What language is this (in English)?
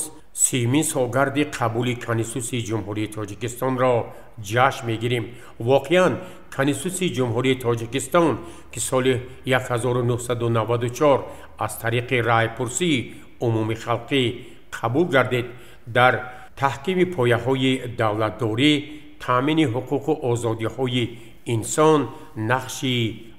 Tajik